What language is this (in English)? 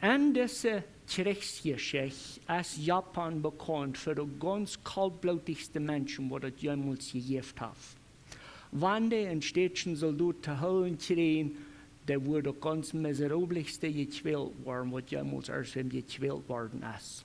Plautdietsch